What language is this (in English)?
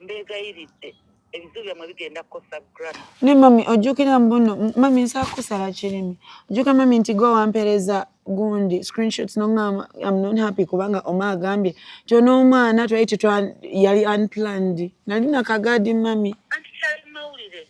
Ganda